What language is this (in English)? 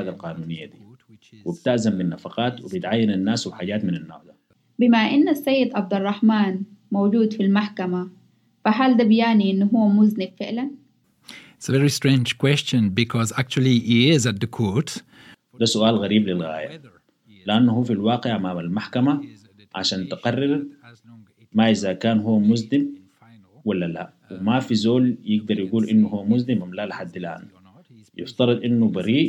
Sudanese Arabic